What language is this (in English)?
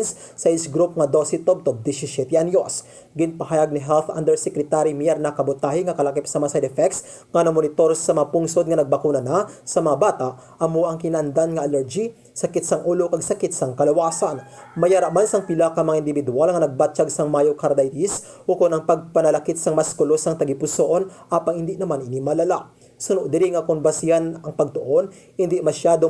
Hiligaynon